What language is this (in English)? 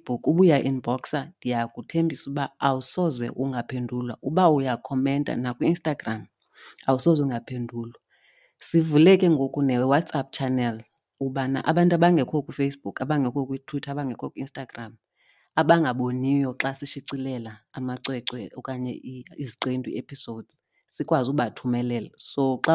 Xhosa